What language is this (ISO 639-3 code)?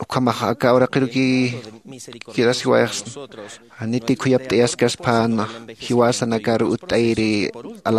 aym